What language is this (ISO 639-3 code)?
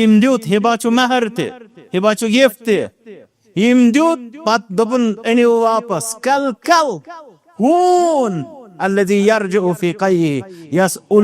kas